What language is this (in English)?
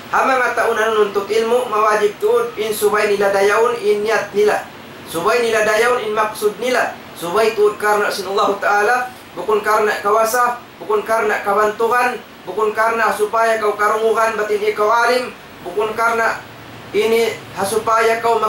Tausug